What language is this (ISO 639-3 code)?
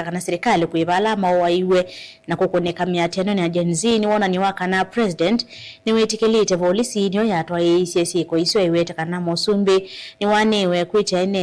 kam